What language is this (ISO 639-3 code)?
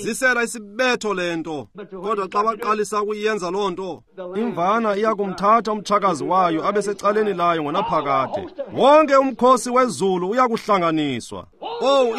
xho